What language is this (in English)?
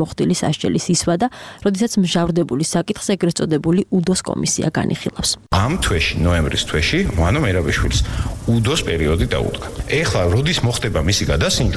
Georgian